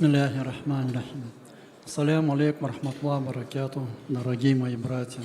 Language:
Kabardian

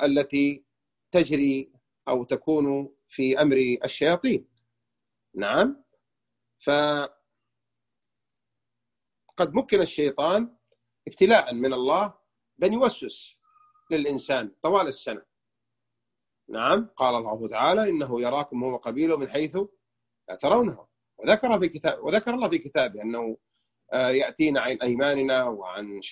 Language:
Arabic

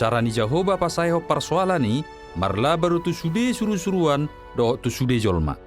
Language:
Batak Toba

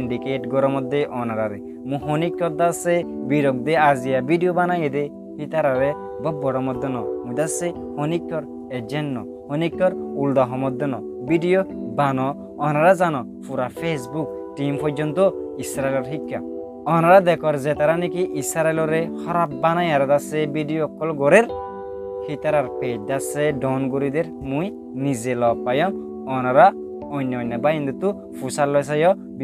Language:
Rohingya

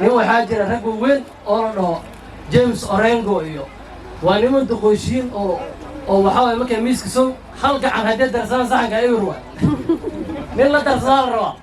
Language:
Somali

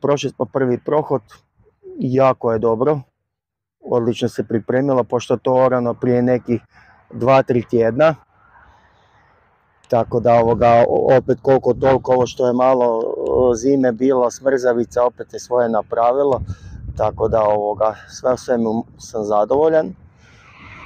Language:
Croatian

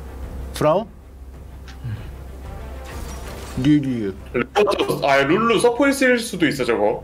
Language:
Korean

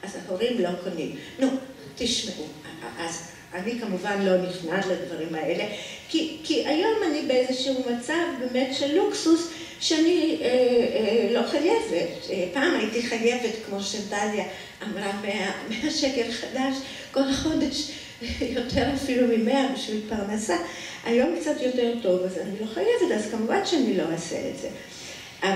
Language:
Hebrew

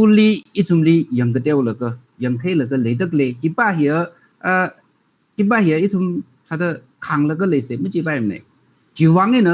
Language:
Tangkhul Naga (India)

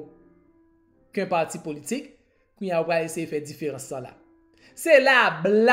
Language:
Haitian Creole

